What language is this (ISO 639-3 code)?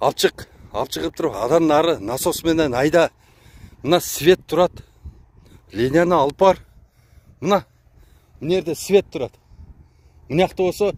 kir